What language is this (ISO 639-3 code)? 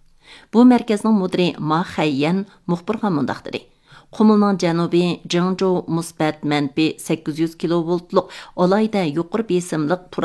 uig